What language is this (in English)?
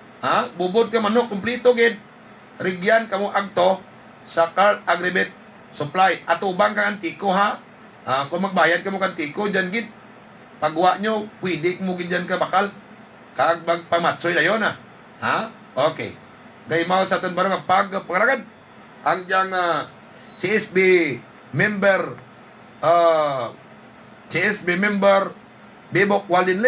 Hiligaynon